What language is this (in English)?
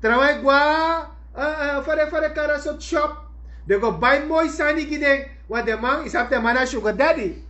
Sranan Tongo